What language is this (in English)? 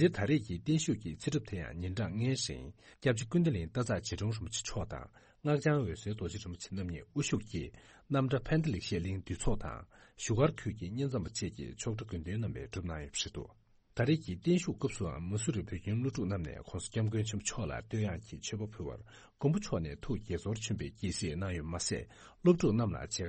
Tibetan